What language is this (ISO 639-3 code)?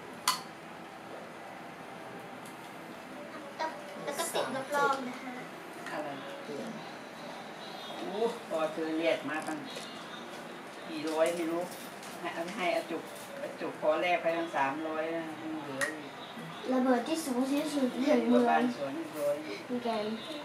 tha